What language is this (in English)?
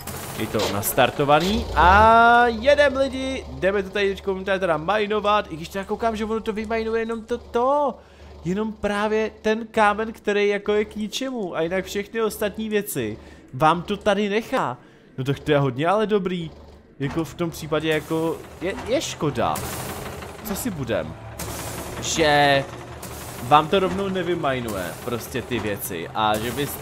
Czech